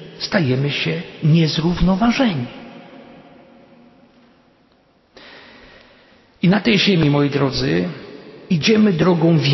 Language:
Polish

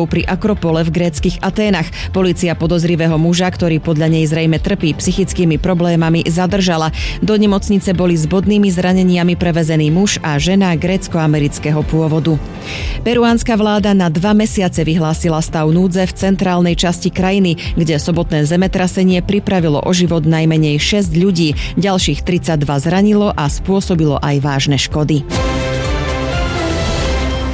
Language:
Slovak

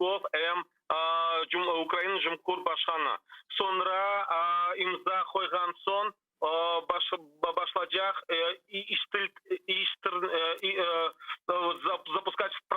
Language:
Crimean Tatar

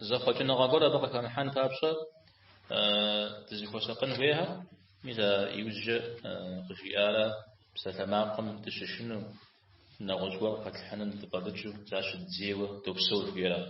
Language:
Kabardian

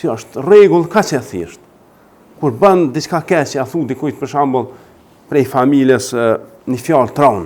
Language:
Albanian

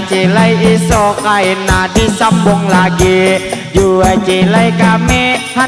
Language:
Banjar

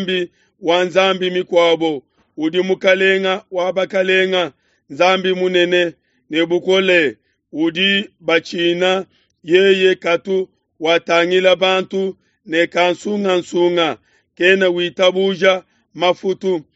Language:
Luba-Lulua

